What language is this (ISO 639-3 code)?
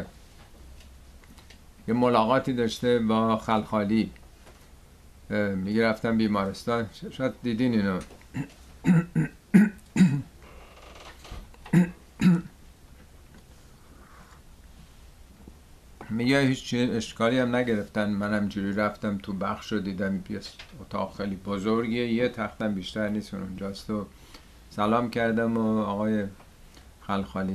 fas